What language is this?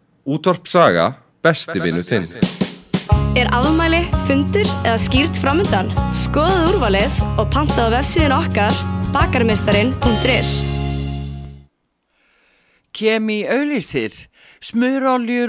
Icelandic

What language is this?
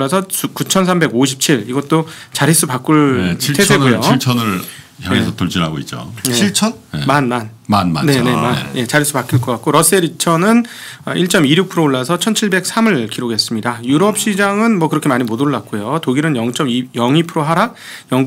Korean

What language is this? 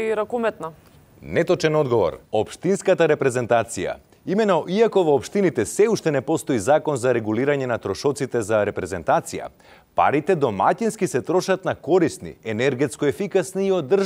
Macedonian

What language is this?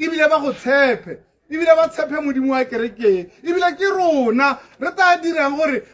Tswana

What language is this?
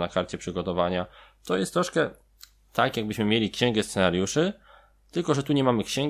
Polish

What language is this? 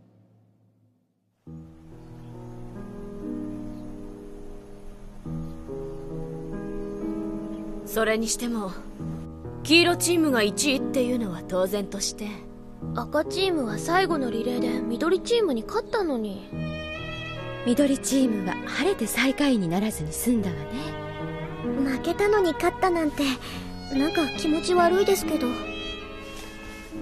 Japanese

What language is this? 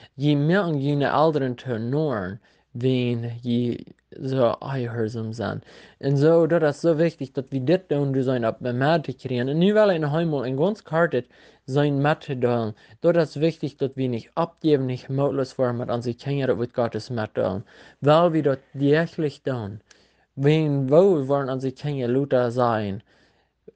Plautdietsch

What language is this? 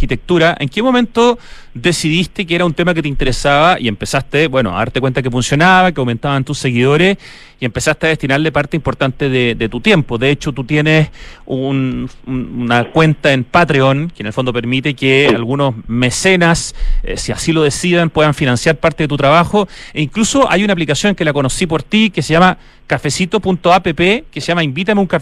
Spanish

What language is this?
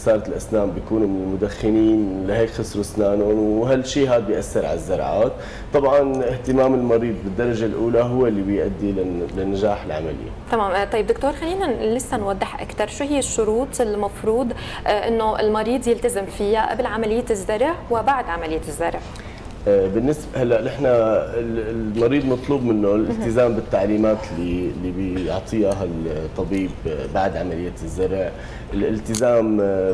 North Levantine Arabic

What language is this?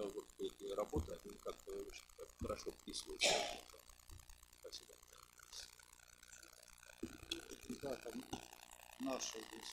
Russian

